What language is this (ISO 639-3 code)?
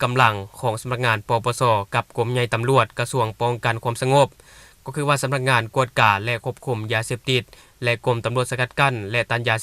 lao